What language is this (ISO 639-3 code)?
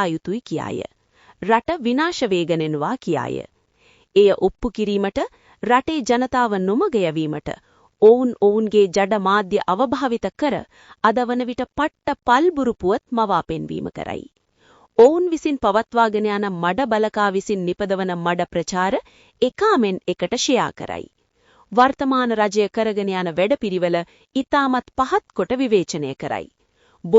sin